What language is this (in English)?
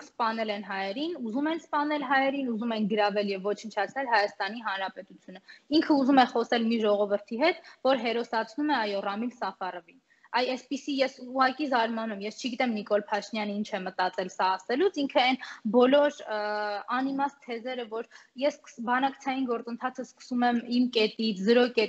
Armenian